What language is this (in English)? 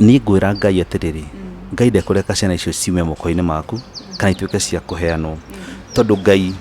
Kikuyu